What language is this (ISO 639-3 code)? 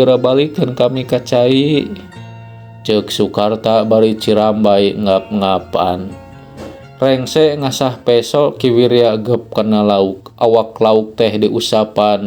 sun